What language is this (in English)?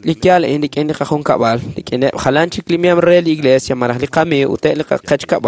Kekchí